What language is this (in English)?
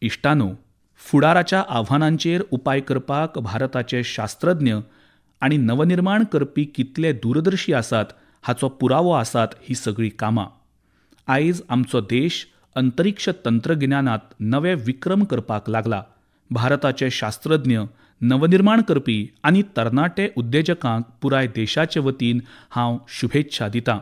Konkani